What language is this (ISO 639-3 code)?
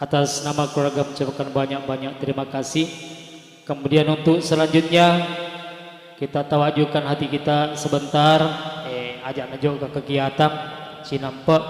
bug